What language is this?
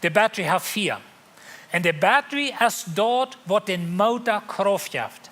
Plautdietsch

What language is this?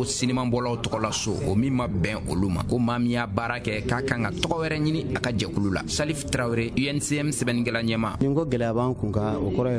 Bambara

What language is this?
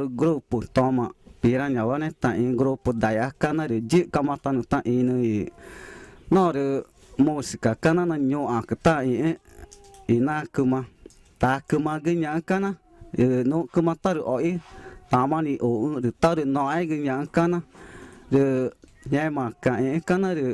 Ticuna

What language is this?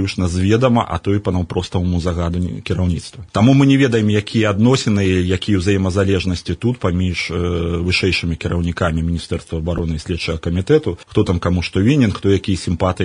Belarusian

